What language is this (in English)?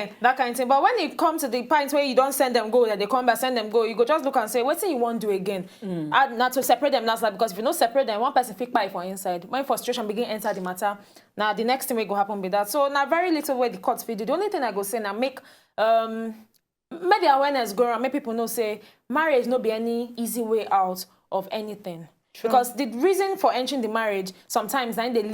Nigerian Pidgin